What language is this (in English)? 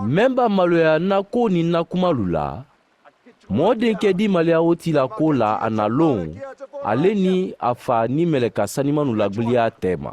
Mandingo